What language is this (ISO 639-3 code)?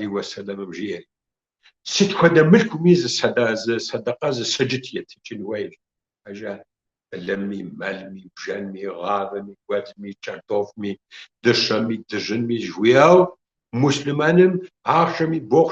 kbd